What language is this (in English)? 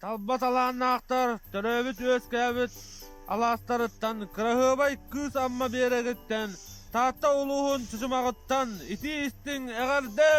Yakut